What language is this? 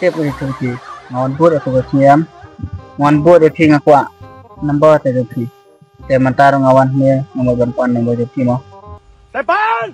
Khasi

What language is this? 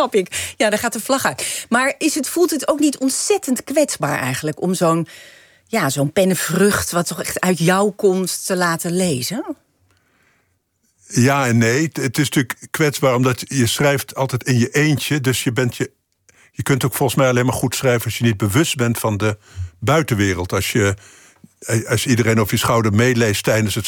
Dutch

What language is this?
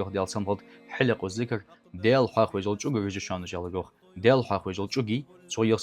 Ingush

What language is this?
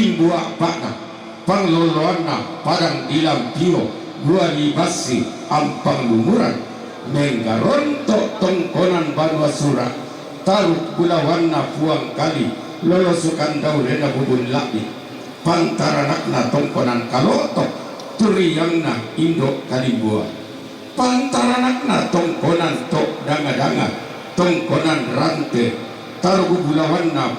Toraja-Sa'dan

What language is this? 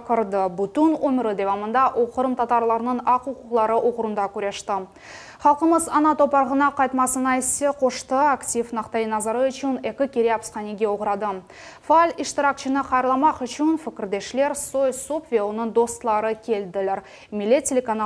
Crimean Tatar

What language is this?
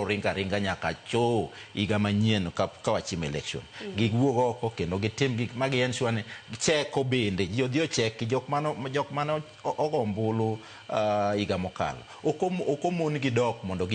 Luo (Kenya and Tanzania)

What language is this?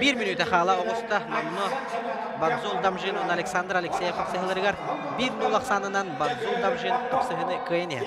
Yakut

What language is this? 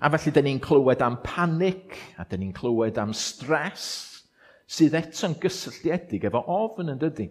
Welsh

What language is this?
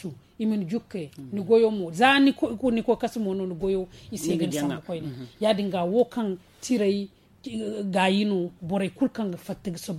Zarma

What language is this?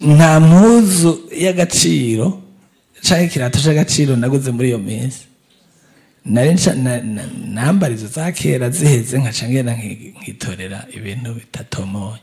Rundi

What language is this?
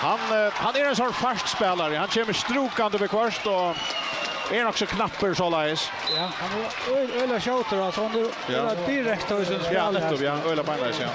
Faroese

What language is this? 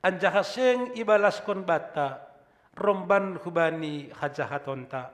Batak Simalungun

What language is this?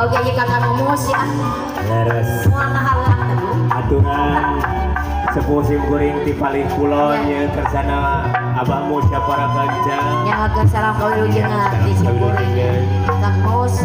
Sundanese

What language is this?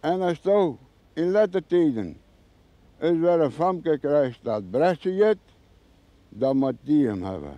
Western Frisian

